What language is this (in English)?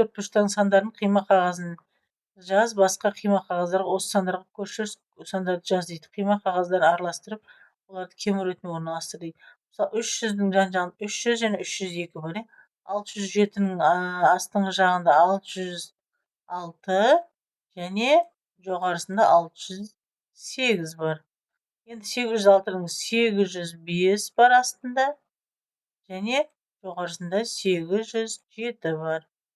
Kazakh